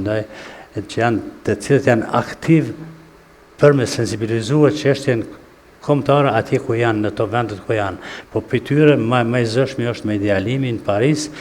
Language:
Albanian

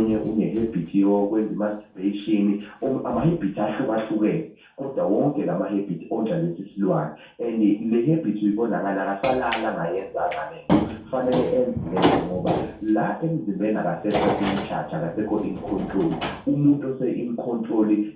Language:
Zulu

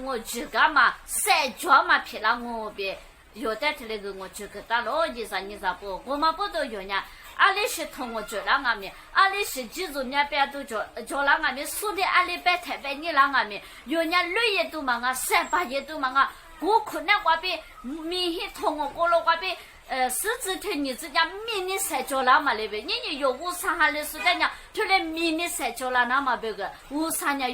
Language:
Lisu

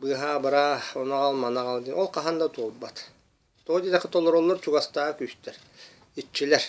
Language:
Yakut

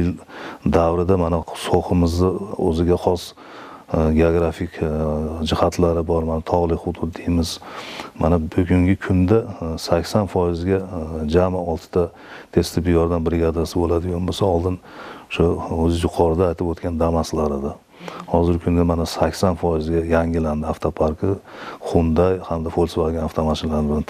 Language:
Uzbek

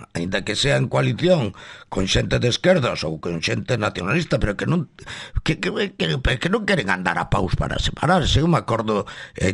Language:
Galician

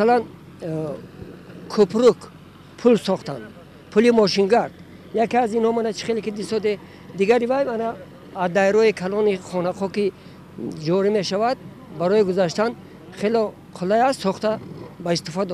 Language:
Tajik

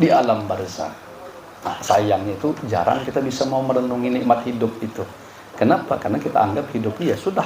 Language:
Banjar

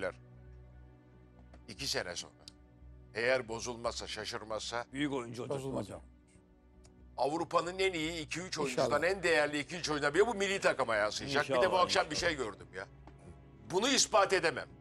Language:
Turkish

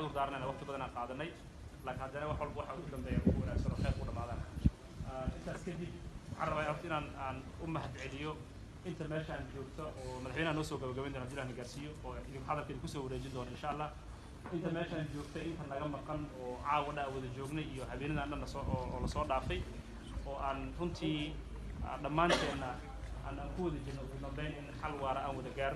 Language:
Somali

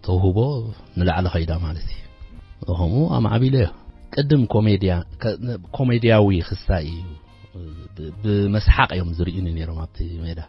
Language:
Tigrinya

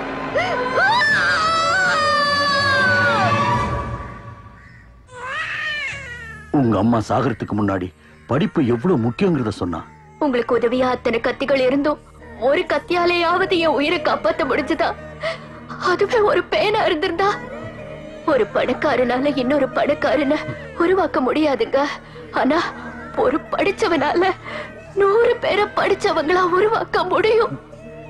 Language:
Tamil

